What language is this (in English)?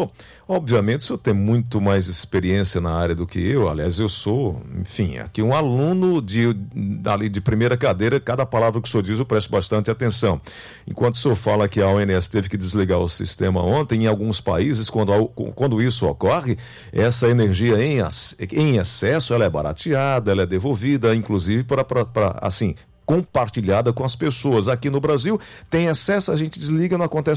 Portuguese